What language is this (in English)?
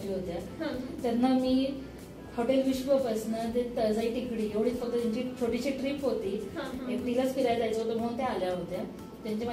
Marathi